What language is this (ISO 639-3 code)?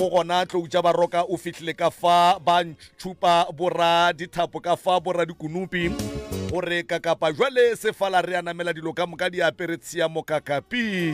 nso